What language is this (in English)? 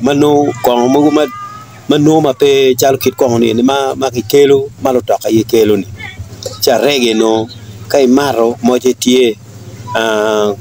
Acoli